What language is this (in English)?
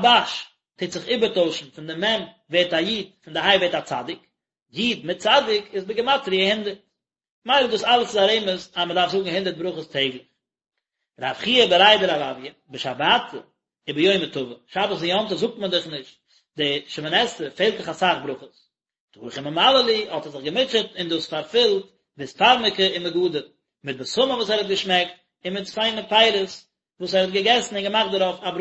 Yiddish